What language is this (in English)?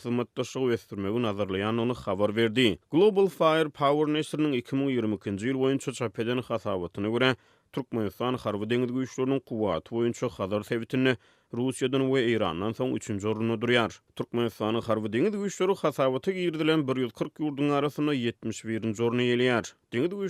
Turkmen